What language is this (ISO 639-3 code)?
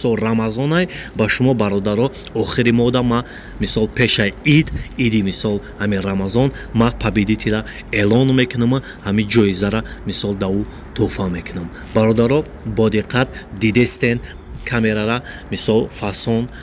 tgk